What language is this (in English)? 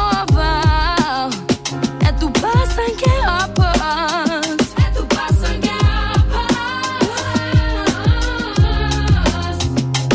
Danish